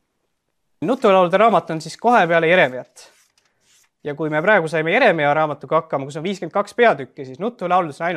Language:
Estonian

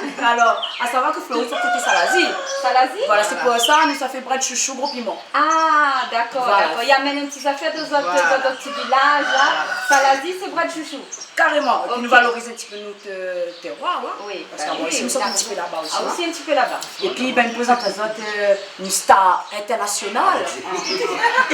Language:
Réunion Creole French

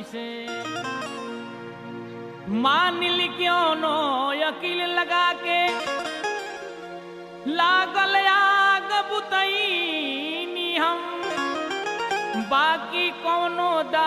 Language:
Bhojpuri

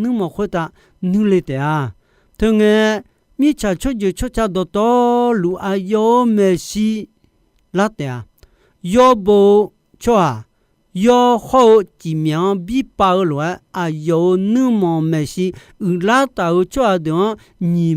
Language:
Akha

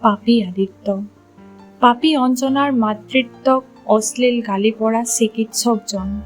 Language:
Assamese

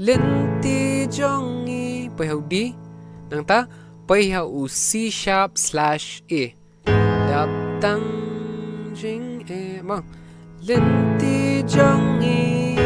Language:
Khasi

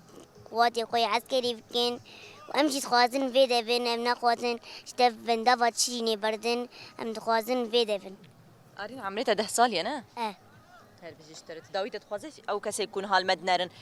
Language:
Kurdish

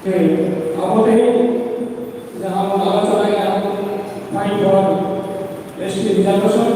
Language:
Santali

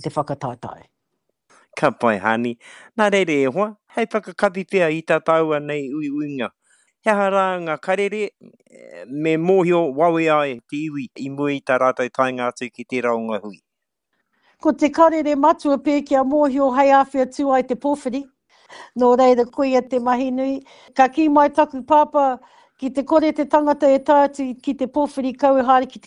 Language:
Māori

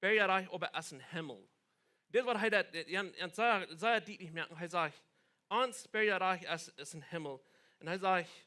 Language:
Plautdietsch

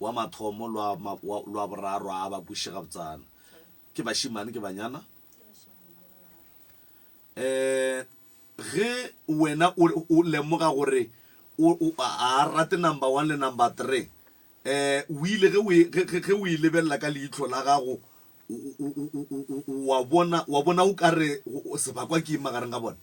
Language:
Northern Sotho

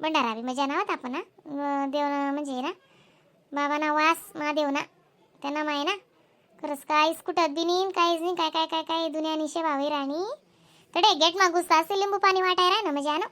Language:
Khandesi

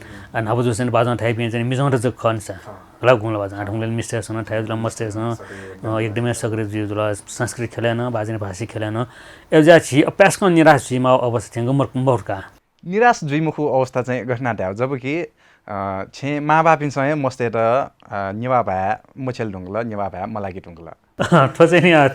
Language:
Newari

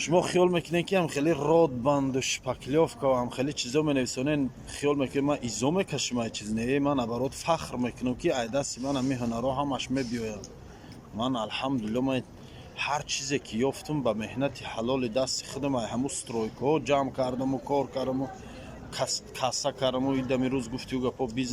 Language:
Tajik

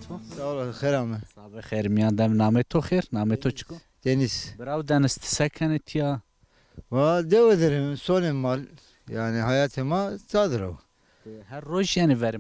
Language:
Zaza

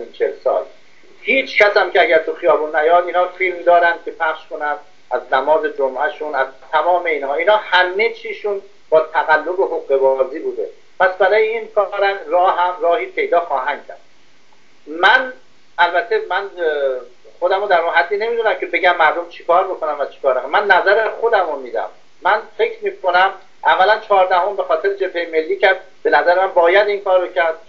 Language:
Persian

